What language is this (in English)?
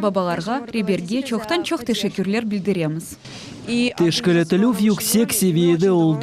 Crimean Tatar